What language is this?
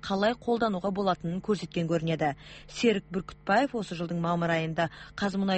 Kazakh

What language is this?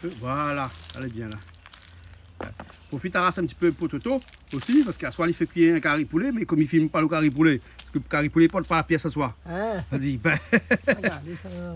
Réunion Creole French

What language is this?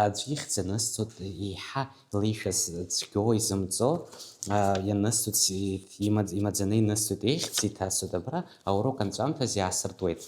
Abkhazian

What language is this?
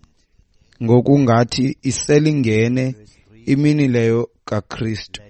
Xhosa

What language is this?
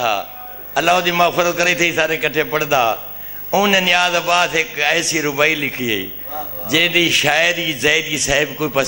Saraiki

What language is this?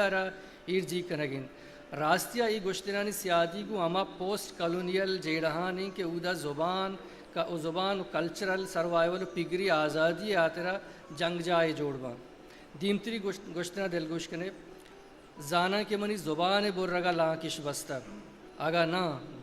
Eastern Balochi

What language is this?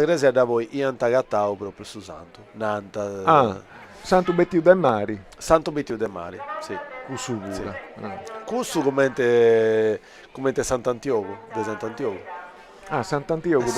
Sardinian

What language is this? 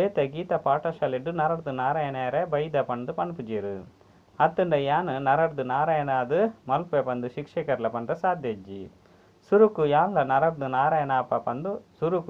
Tulu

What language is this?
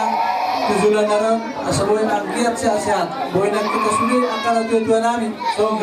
Batak Toba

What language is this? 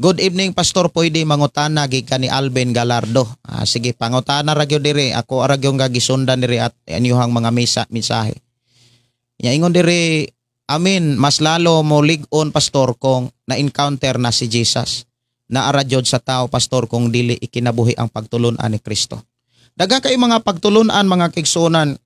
Cebuano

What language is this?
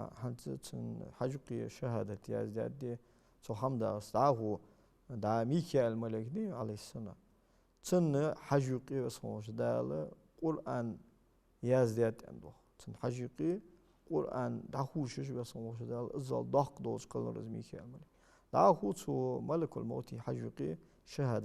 Ingush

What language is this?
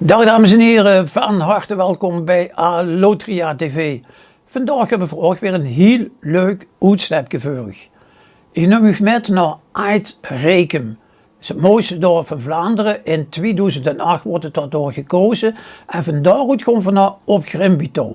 Limburgish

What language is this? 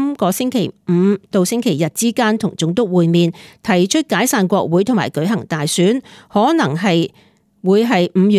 Cantonese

